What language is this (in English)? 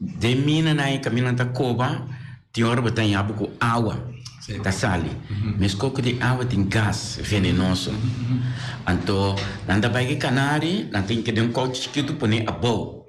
Papiamento